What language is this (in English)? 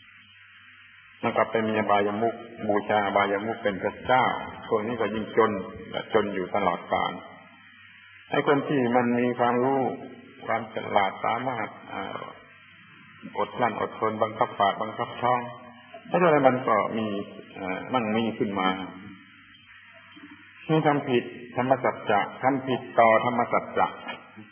Thai